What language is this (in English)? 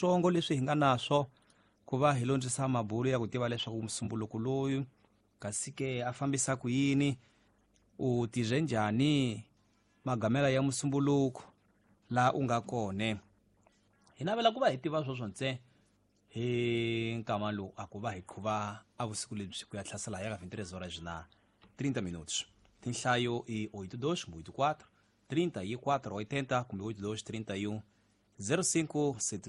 Tsonga